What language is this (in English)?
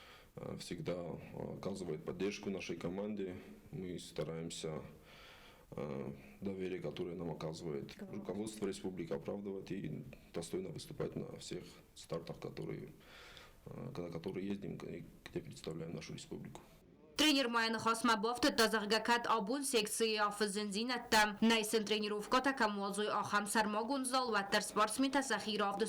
Ossetic